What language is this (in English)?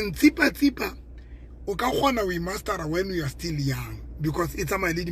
Southern Sotho